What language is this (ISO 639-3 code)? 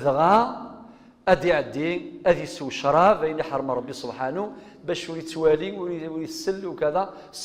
kab